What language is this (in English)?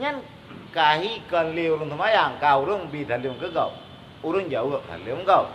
Achinese